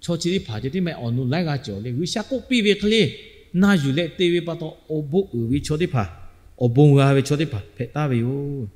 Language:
Lahu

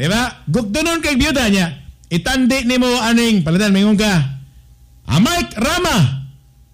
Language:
Cebuano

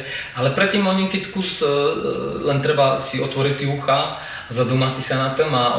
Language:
Rusyn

